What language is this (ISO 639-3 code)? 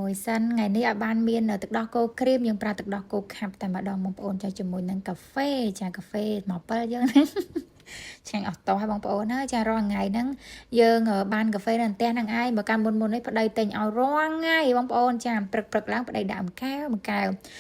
khm